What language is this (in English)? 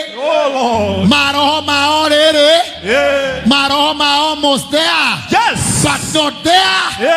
Kikuyu